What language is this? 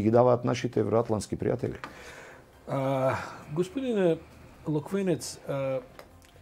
Macedonian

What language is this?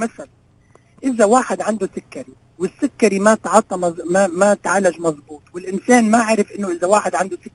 North Levantine Arabic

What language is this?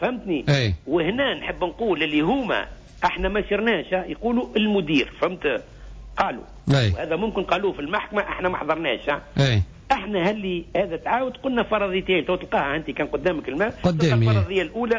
Tunisian Arabic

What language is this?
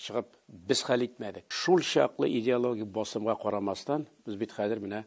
Tatar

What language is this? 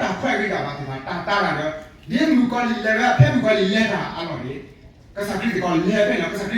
S'gaw Karen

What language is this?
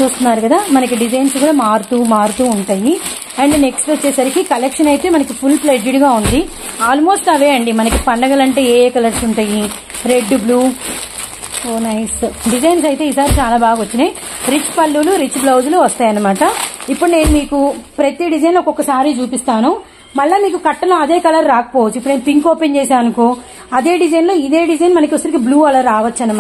Telugu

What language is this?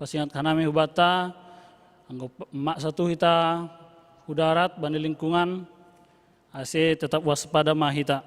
Batak Simalungun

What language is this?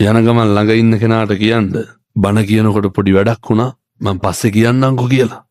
Sinhala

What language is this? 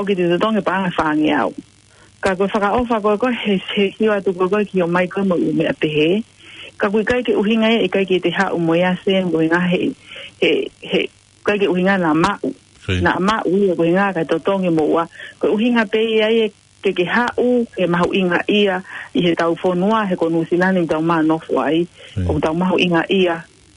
Tongan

